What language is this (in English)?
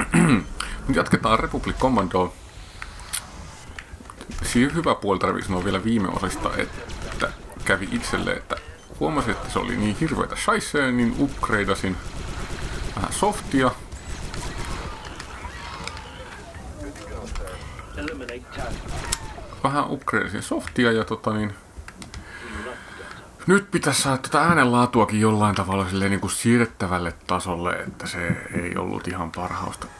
Finnish